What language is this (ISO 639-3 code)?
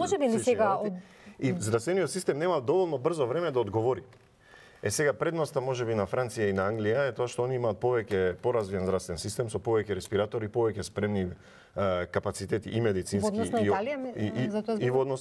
mkd